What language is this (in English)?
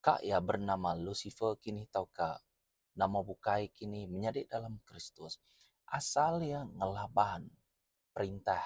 Iban